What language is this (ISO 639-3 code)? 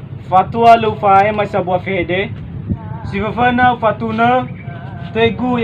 nia